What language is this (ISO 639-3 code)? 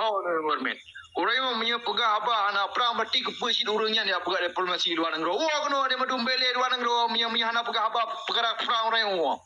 ace